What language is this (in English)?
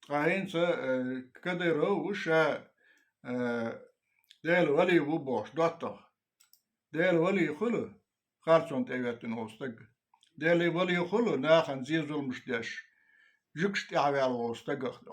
Chechen